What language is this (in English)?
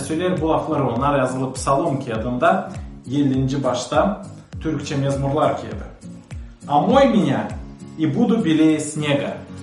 Gagauz